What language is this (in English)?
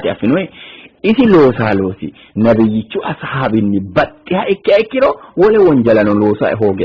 Sidamo